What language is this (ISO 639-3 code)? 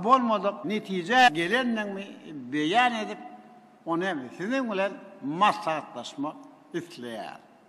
tuk